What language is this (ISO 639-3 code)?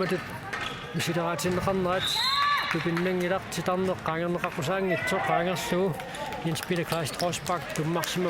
kal